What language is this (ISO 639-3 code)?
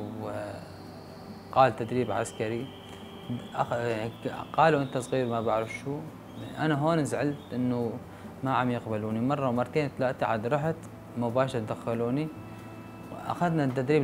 apc